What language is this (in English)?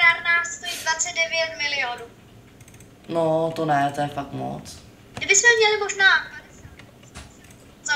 Czech